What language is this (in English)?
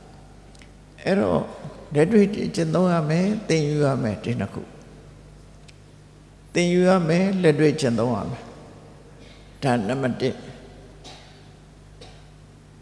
Burmese